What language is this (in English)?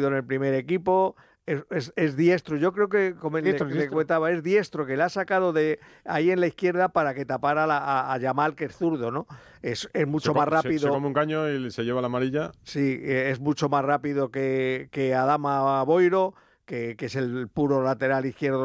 Spanish